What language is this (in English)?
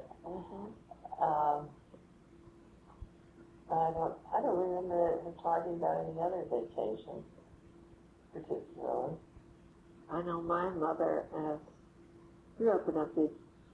English